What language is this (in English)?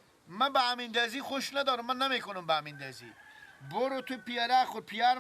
Persian